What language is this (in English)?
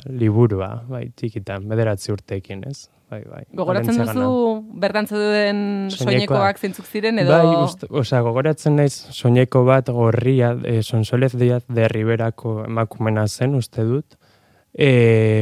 Basque